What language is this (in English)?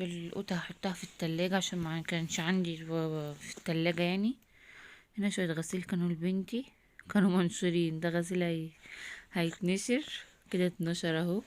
Egyptian Arabic